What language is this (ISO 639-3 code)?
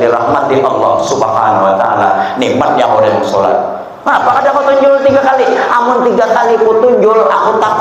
bjn